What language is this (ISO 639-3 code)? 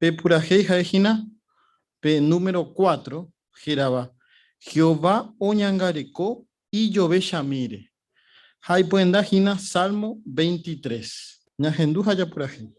grn